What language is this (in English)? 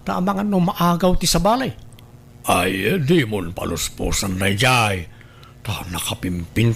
Iloko